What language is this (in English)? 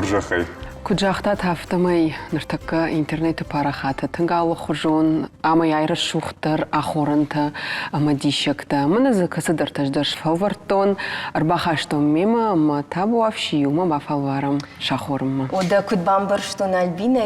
Ossetic